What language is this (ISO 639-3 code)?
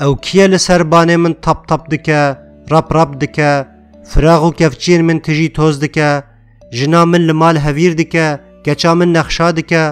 kur